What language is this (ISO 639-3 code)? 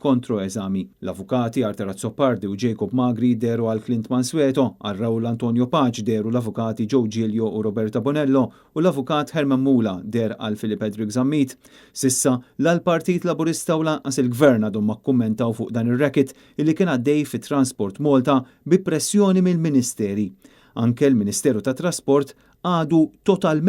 mlt